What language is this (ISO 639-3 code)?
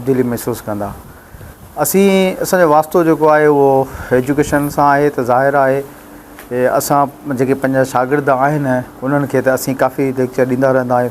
snd